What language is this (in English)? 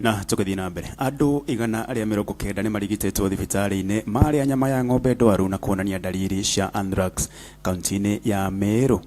Kikuyu